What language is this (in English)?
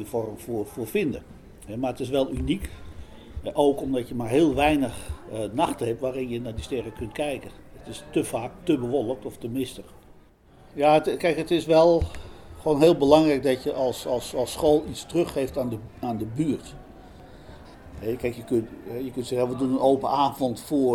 Dutch